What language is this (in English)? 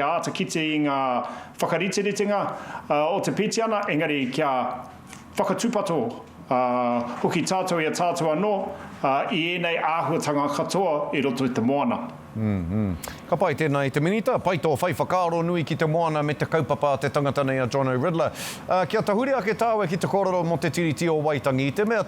Māori